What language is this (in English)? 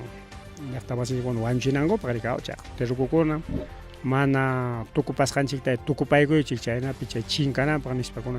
Ayacucho Quechua